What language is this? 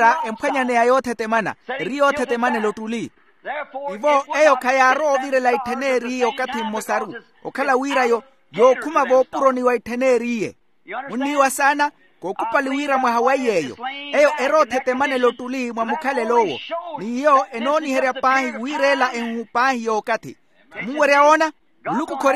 Makhuwa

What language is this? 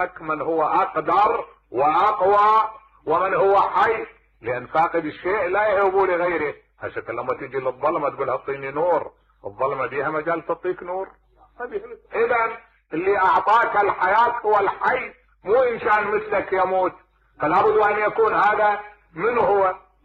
Mesopotamian Arabic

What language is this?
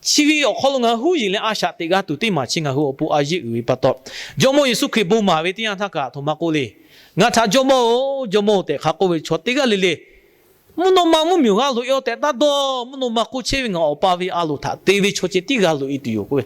Lahu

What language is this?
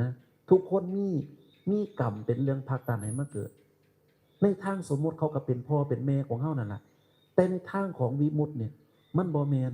Northeastern Thai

